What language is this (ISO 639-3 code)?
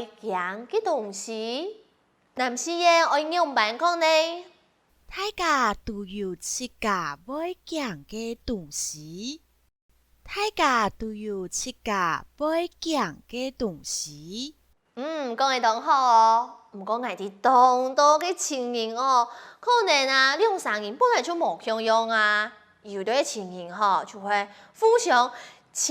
hak